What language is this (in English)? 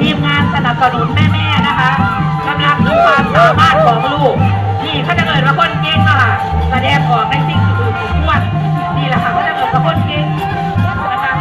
Lao